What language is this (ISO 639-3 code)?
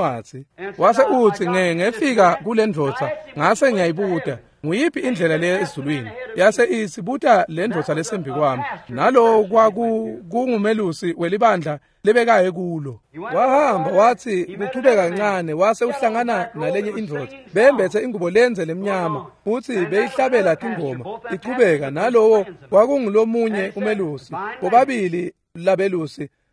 ssw